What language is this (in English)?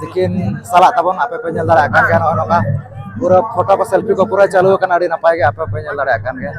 Santali